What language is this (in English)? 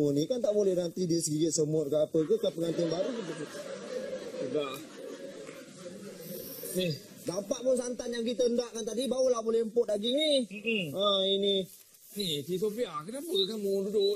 Malay